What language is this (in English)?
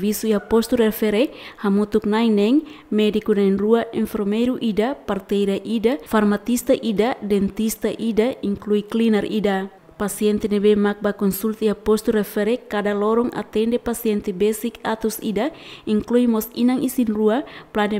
Tetum